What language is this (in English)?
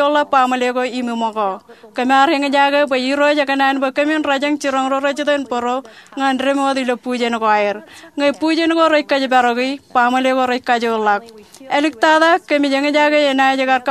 Marshallese